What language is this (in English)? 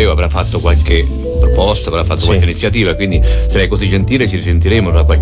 Italian